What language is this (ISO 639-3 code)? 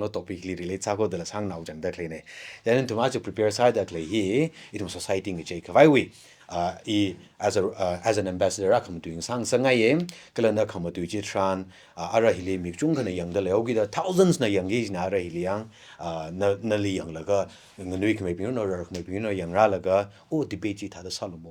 nmf